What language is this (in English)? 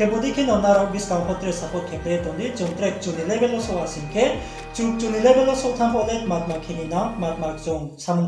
Riang (India)